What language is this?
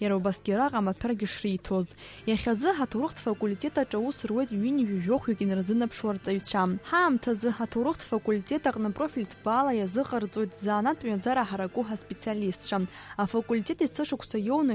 Abkhazian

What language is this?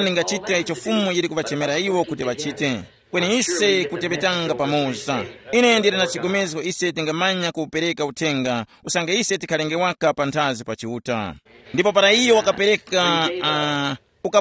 Tumbuka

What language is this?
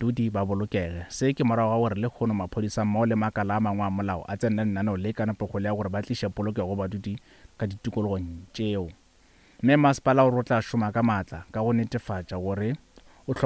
Northern Sotho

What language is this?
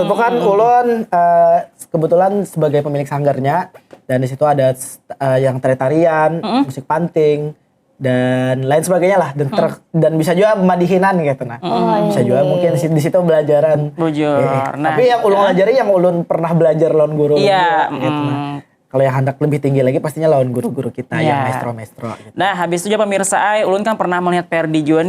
Banjar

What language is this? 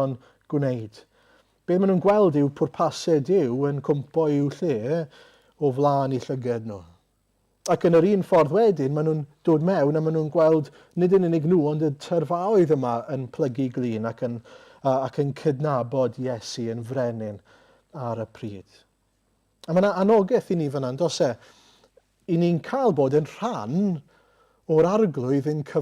Welsh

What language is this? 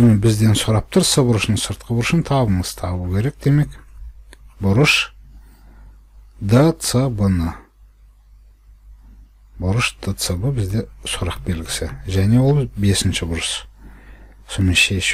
Kazakh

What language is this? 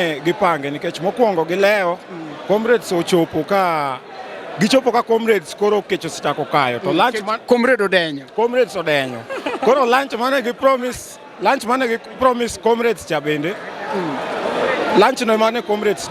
Luo (Kenya and Tanzania)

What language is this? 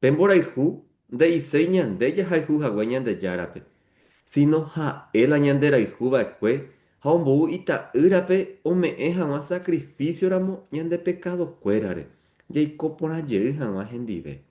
Guarani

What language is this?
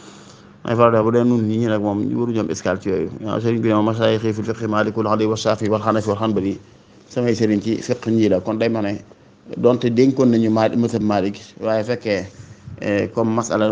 Wolof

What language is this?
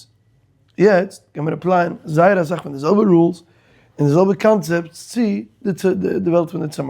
Yiddish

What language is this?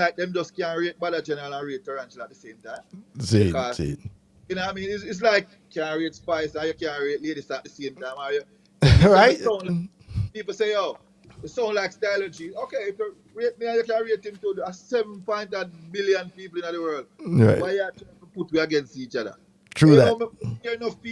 Jamaican Creole English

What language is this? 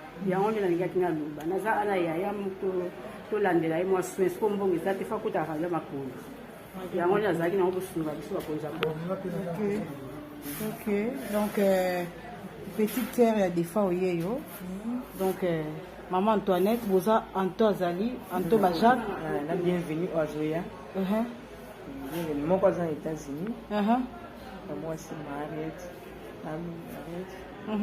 Lingala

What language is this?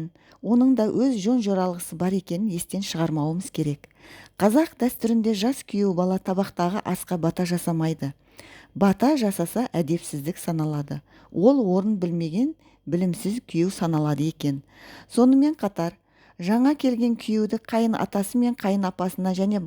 Kazakh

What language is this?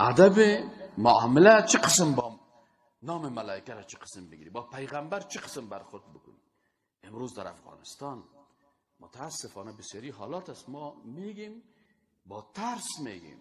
Persian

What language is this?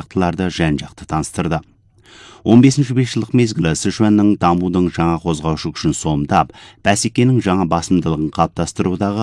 Kazakh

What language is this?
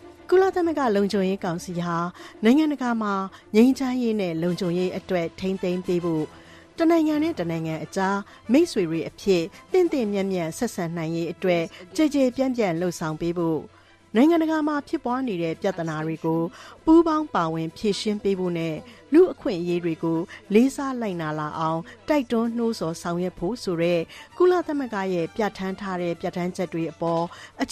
Burmese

